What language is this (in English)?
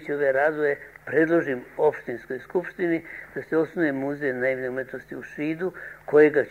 Serbian